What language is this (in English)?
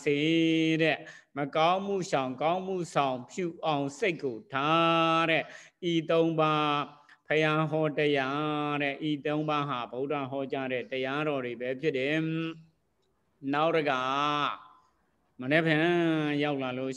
Burmese